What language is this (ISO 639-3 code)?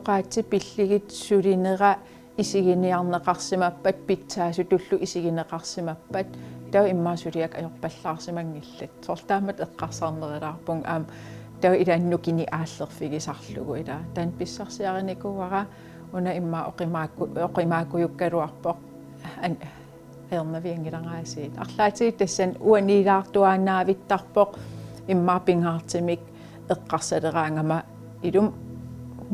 kal